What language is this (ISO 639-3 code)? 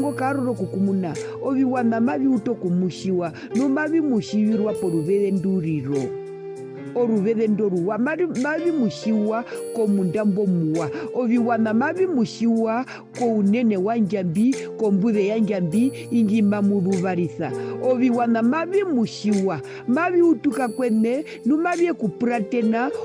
her